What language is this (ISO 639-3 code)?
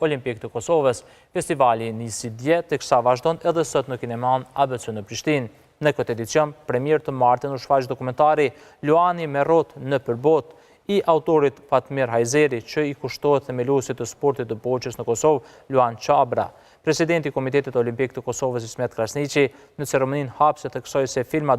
sqi